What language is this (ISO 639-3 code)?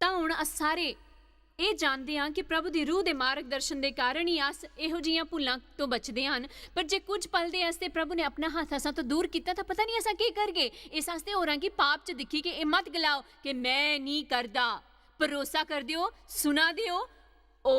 doi